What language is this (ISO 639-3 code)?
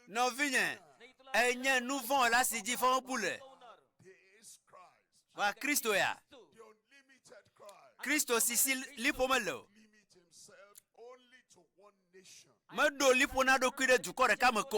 ewe